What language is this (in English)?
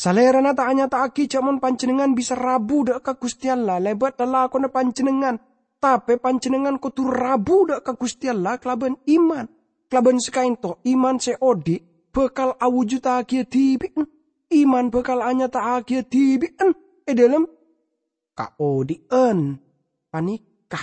Madurese